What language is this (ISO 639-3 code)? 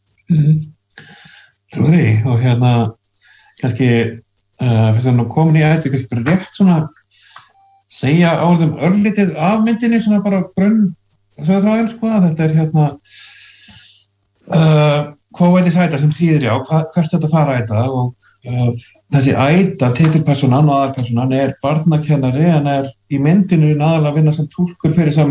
isl